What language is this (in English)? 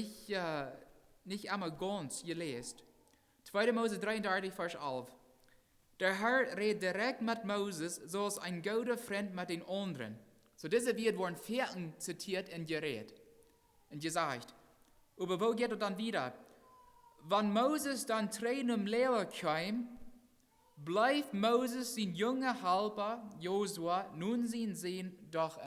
Plautdietsch